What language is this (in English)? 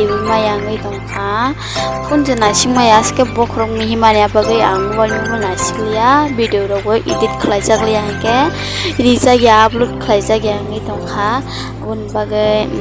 Kok Borok